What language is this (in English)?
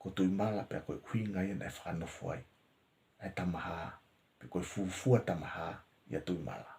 Tongan